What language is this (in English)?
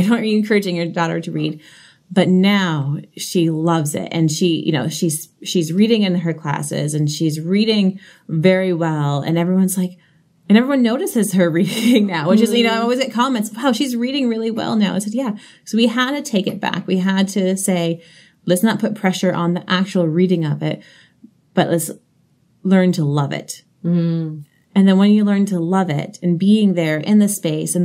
English